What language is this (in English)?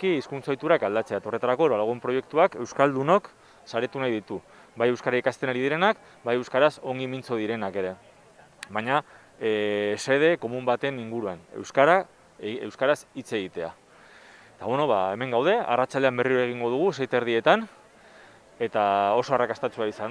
Basque